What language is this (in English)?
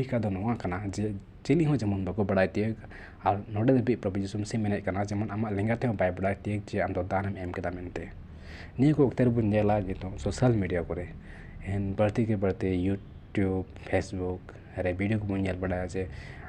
Santali